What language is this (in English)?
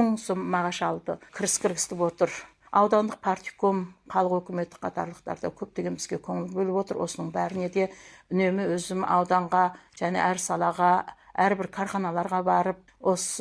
Kazakh